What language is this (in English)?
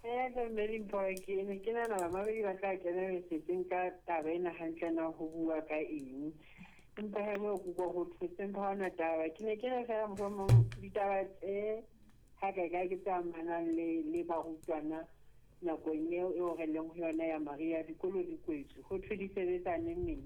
Southern Sotho